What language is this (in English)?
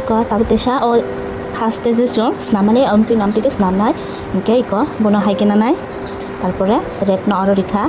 Kok Borok